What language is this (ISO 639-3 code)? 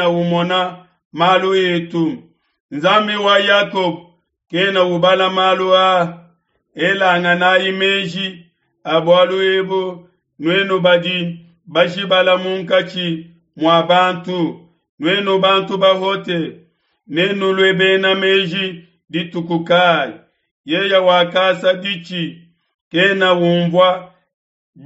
lua